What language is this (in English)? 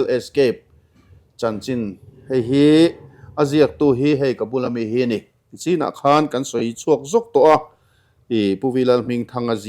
Mizo